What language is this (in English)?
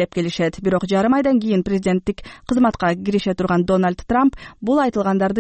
Kyrgyz